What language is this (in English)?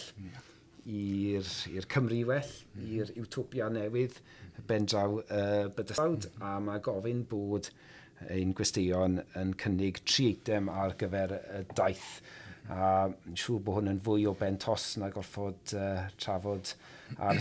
Welsh